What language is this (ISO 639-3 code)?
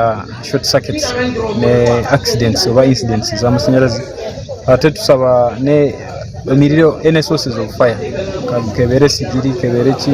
nyn